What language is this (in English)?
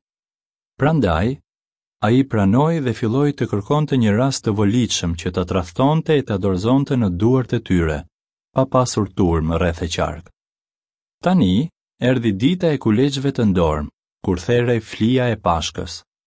Albanian